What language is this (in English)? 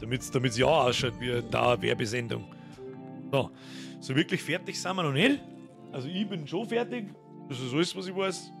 Bavarian